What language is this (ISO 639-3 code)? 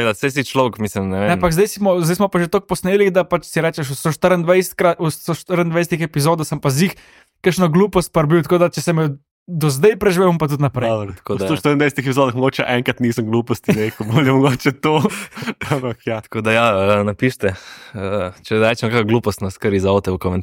slv